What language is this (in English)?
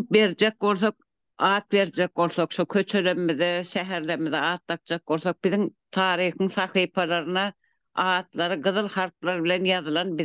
Turkmen